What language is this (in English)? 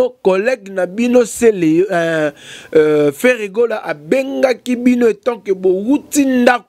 Lingala